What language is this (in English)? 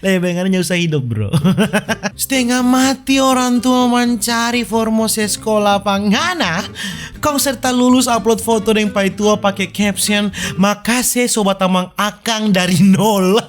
Manado Malay